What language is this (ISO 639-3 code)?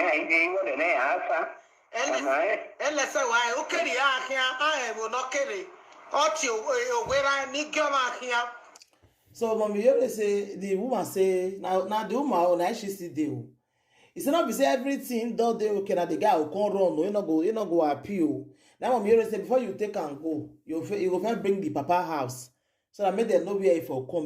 pcm